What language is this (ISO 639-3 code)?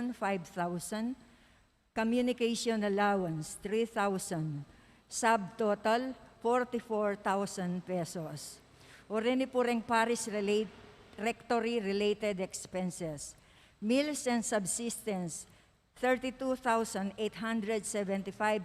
pam